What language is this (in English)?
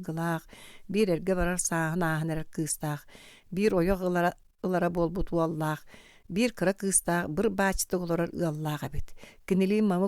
Yakut